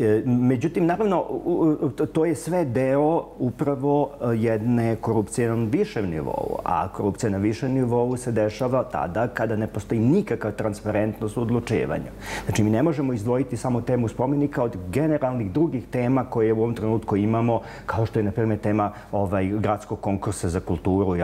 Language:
Serbian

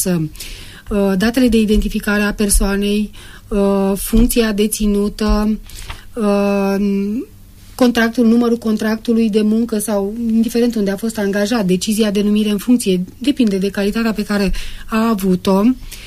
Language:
Romanian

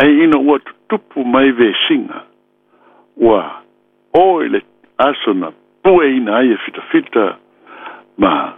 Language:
Samoan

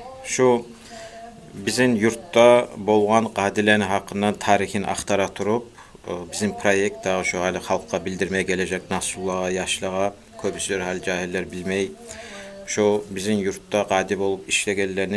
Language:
Kumyk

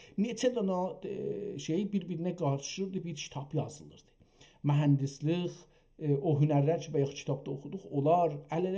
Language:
South Azerbaijani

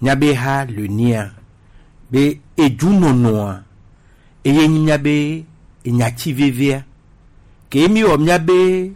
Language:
Gen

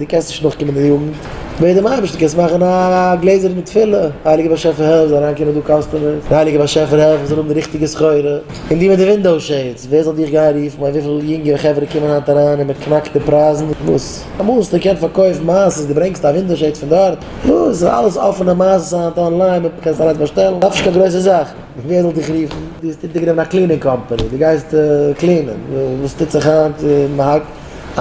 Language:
Yiddish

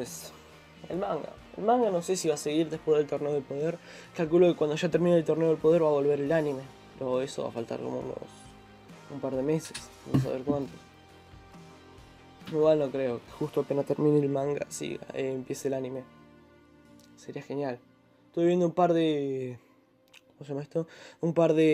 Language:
Spanish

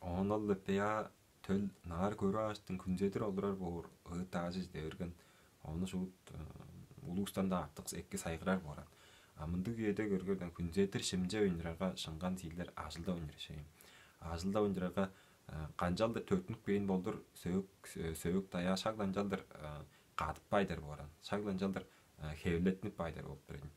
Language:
Tuvinian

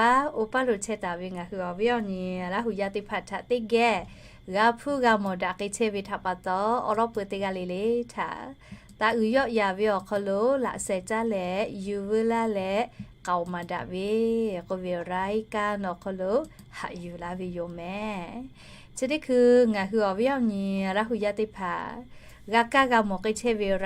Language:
Lahu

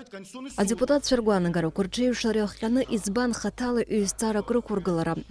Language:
Abkhazian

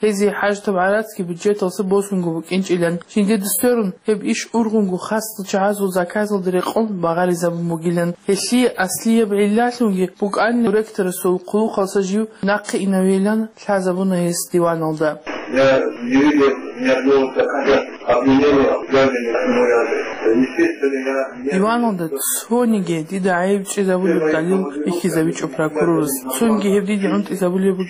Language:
Avaric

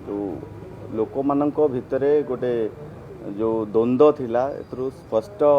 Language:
Odia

